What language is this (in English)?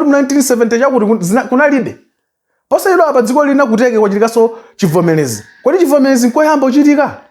Nyanja